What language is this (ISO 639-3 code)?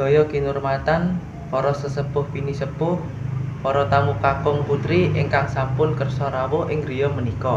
jav